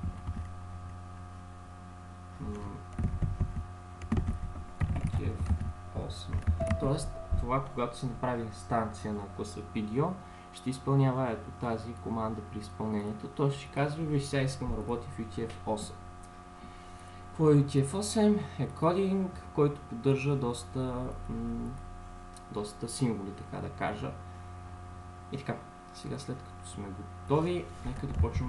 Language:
Bulgarian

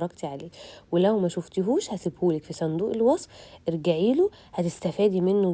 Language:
Egyptian Arabic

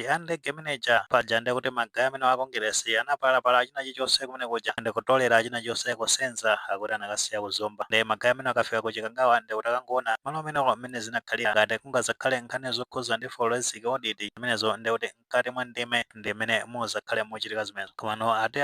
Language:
Nyanja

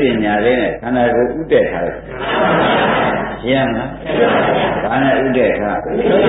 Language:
Burmese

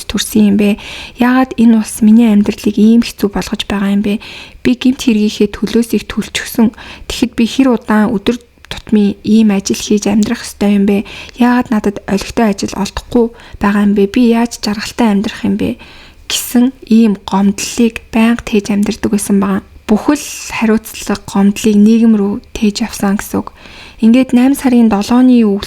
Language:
Mongolian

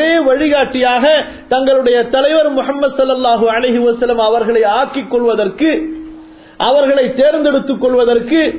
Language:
Tamil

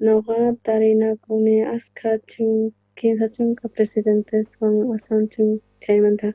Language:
South Bolivian Quechua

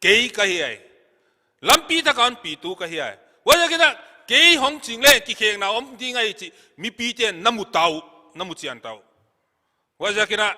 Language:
Paite Chin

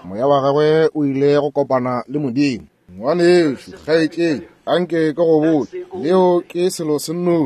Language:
Northern Sotho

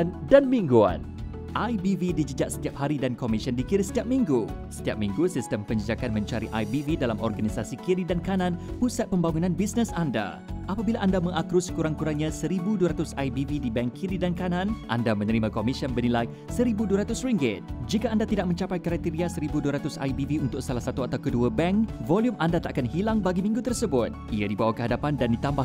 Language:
Malay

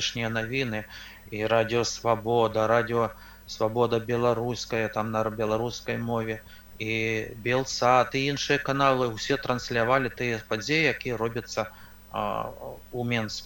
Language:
Belarusian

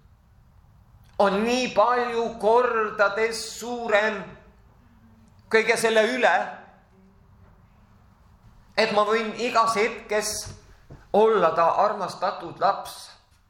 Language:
Estonian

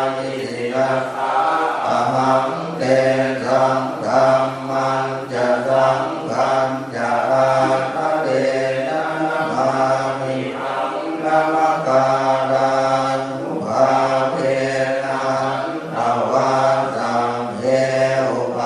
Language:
Pali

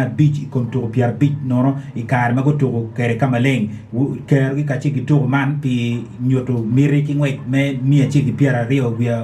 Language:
Acoli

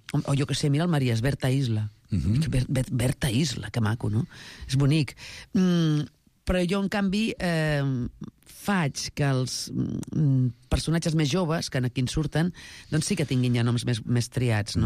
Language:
Catalan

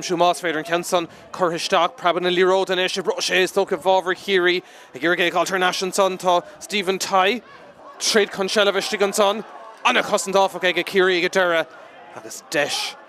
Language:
Irish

